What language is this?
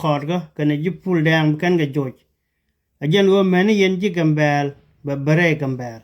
Nuer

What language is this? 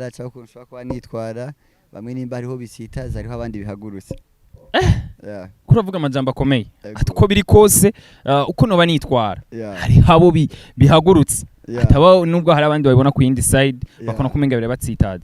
Rundi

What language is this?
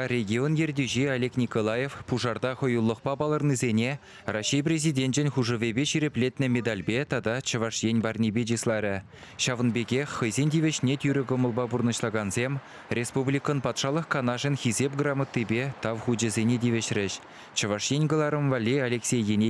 Chuvash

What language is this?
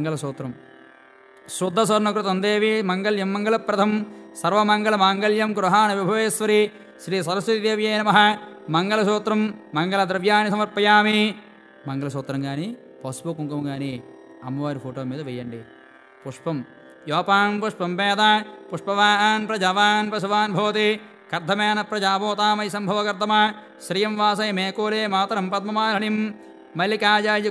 Telugu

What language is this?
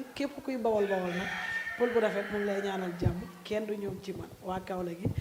Wolof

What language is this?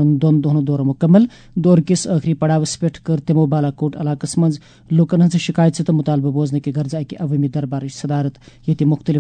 Kashmiri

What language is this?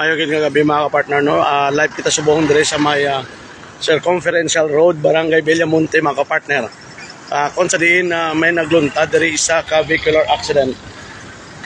Hiligaynon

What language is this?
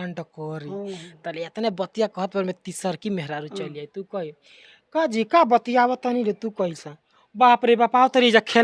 Bhojpuri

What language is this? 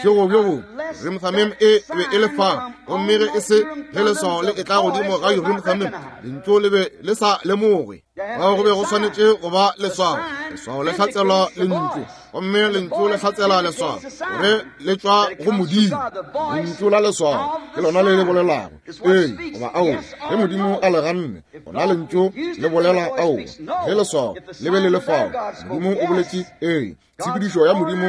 Northern Sotho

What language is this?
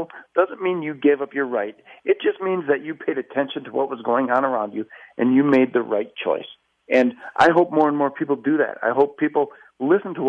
English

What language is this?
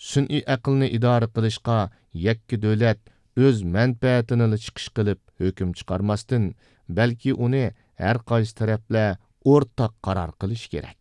Uyghur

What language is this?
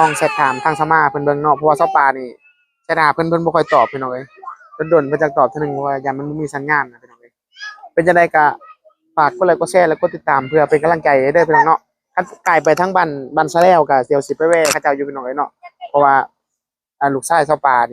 Northeastern Thai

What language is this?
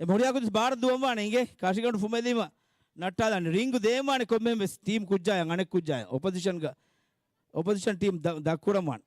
Divehi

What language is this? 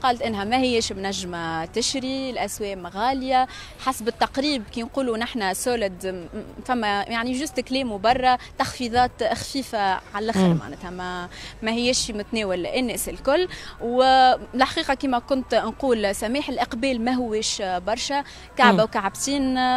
Tunisian Arabic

